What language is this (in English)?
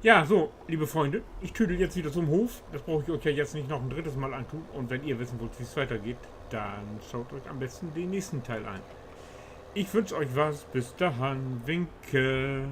Low German